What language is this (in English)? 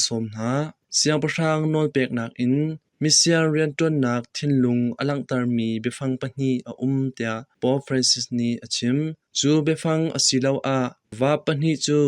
Hakha Chin